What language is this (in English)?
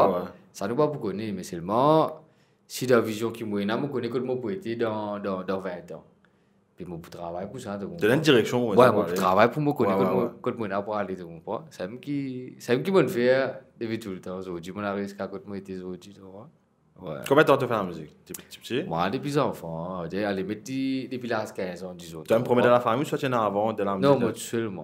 Morisyen